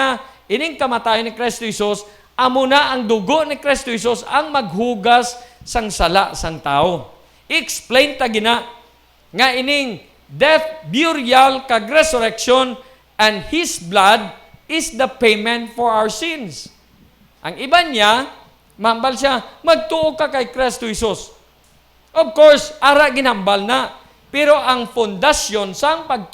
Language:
Hiligaynon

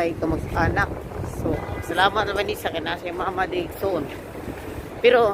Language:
Cebuano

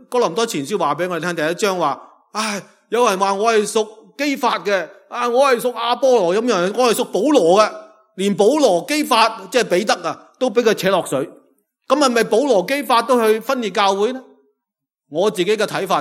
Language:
Cantonese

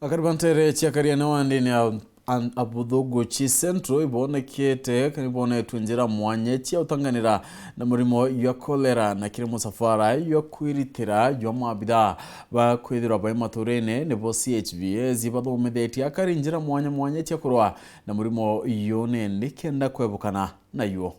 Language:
Meru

